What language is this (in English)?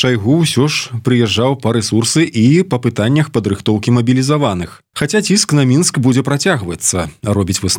Belarusian